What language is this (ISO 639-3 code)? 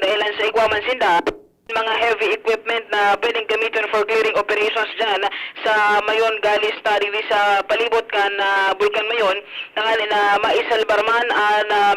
bik